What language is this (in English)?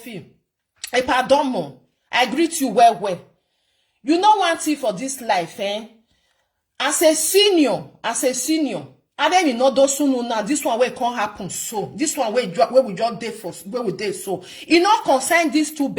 Nigerian Pidgin